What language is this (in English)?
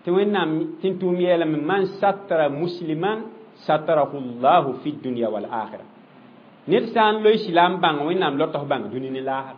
Mossi